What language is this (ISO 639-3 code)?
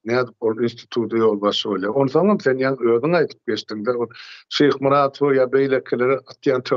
tuk